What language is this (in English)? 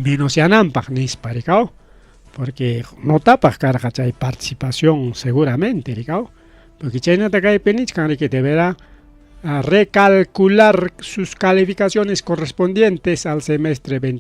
Ayacucho Quechua